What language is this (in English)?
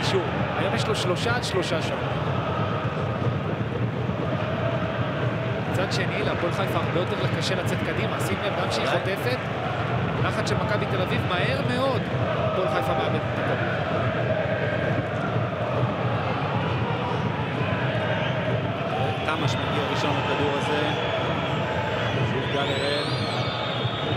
Hebrew